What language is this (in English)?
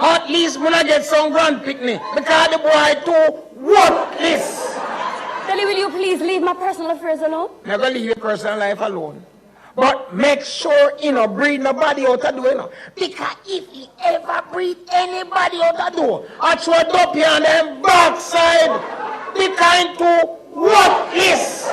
Jamaican Creole English